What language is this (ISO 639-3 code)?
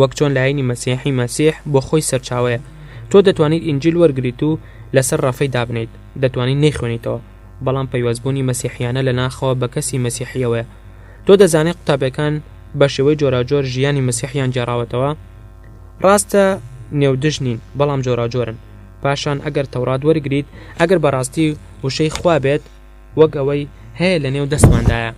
ckb